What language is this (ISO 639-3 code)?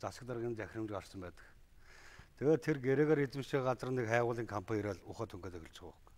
mon